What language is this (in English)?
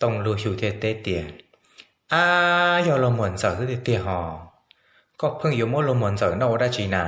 Hmong